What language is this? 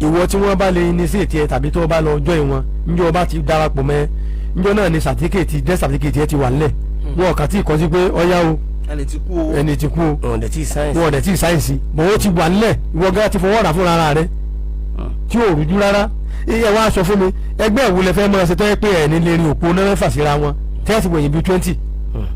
Yoruba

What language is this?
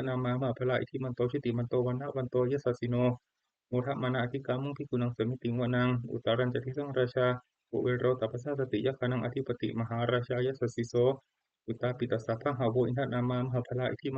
Pali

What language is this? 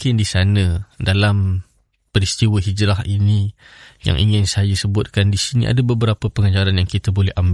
Malay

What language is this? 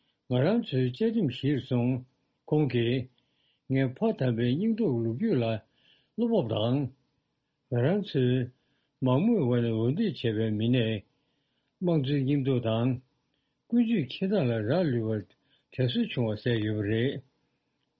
Tibetan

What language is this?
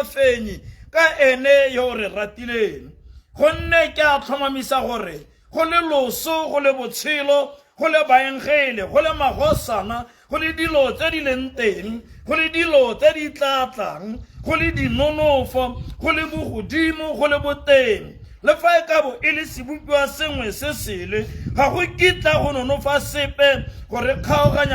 Tswana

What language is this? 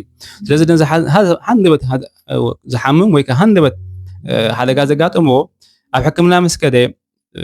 Tigrinya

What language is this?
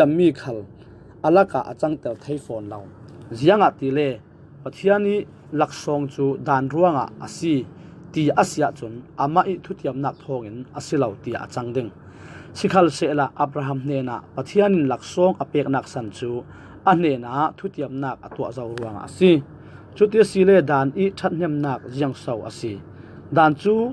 Falam Chin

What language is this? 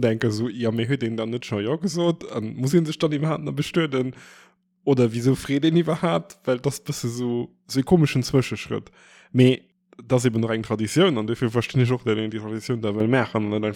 Luxembourgish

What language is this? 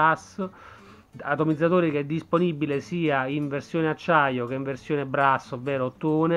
Italian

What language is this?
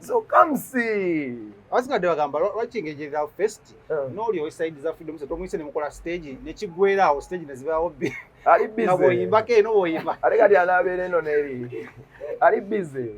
Ganda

